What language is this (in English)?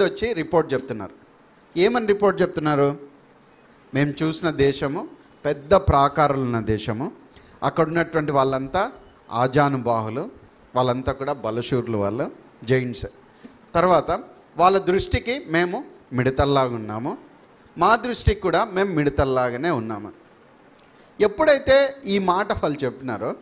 Telugu